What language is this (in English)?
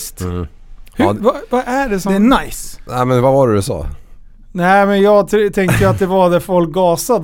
Swedish